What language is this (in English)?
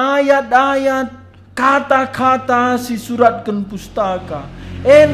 Batak Karo